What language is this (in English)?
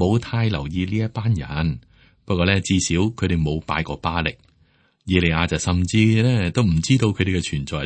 Cantonese